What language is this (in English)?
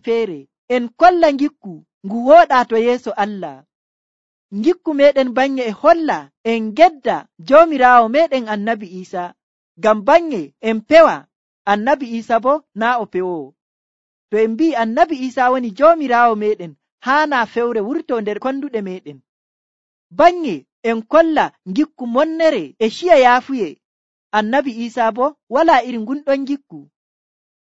Nigerian Fulfulde